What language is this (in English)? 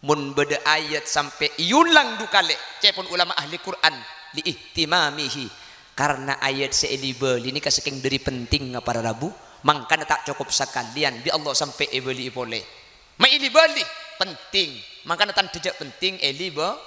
Madurese